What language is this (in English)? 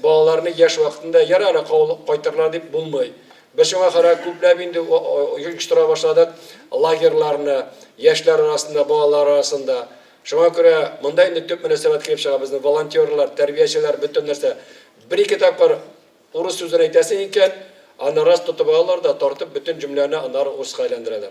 Tatar